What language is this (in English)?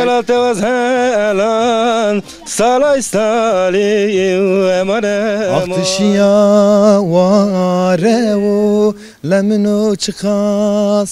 Zaza